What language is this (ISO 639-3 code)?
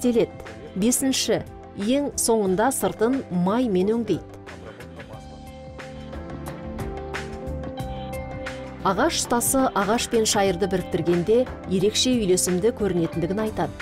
kaz